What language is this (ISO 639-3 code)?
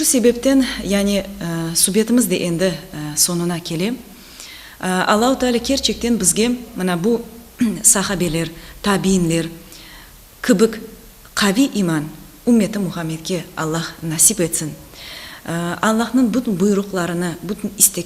crh